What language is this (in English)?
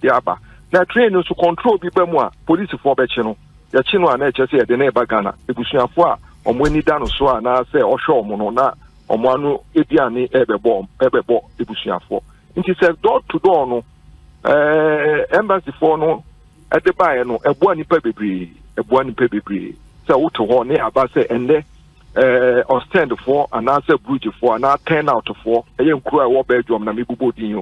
Akan